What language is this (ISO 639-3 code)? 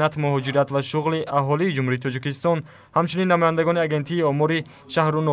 tgk